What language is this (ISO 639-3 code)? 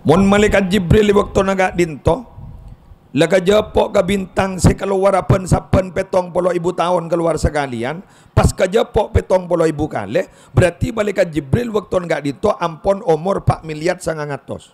mad